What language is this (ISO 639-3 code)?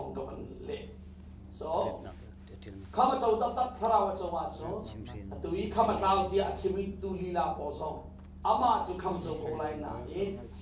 cnh